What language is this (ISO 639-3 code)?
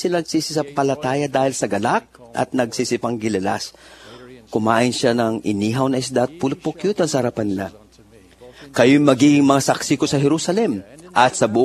fil